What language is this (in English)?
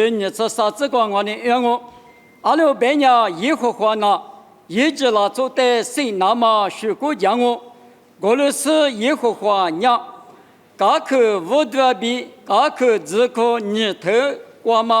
Lisu